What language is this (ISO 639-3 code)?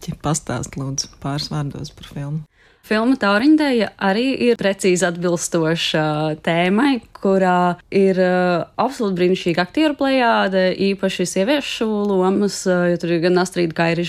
lav